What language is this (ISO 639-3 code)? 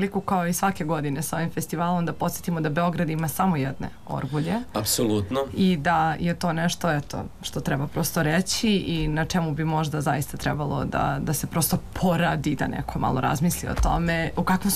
srp